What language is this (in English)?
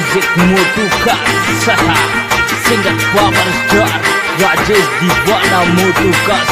Bhojpuri